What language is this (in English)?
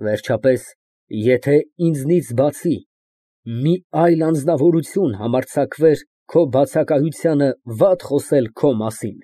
Armenian